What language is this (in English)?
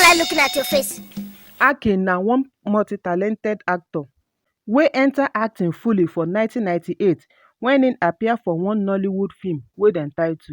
Nigerian Pidgin